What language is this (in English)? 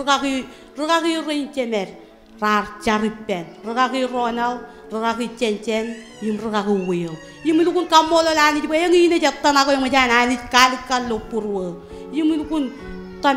Marshallese